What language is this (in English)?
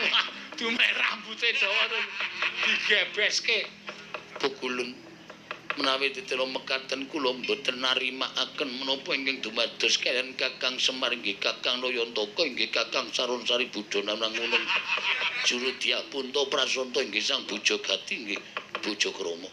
Javanese